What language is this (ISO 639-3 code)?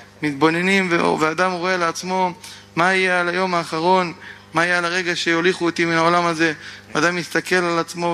heb